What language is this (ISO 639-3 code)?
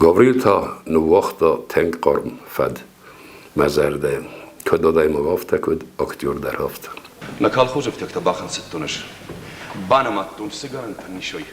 oss